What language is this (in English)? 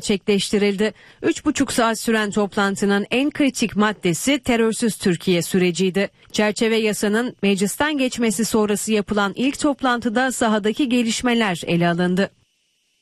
Turkish